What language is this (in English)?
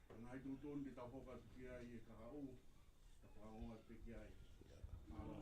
Tongan